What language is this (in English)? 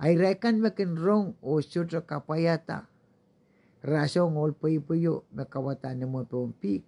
Pohnpeian